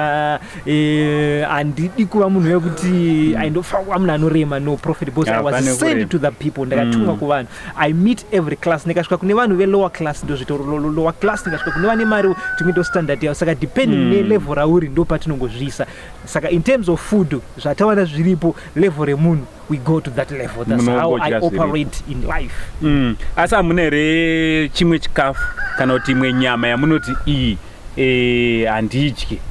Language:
Shona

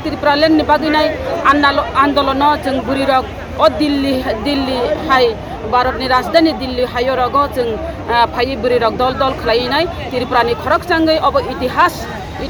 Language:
Kok Borok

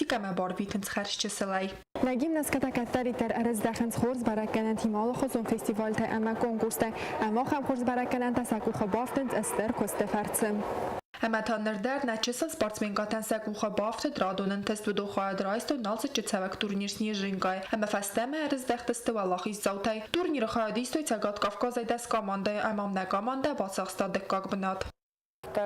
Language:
Ossetic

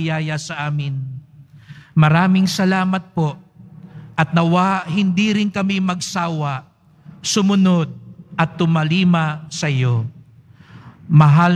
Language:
Filipino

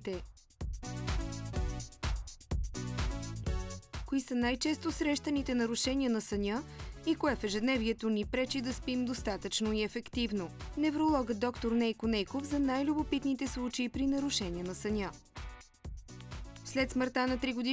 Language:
Bulgarian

